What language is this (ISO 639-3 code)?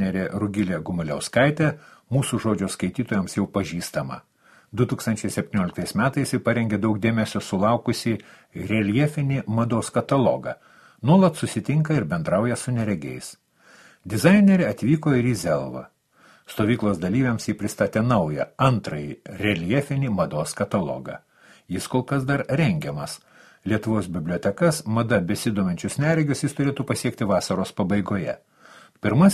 lit